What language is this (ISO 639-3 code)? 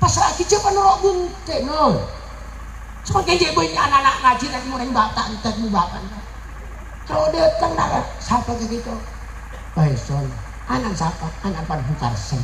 mad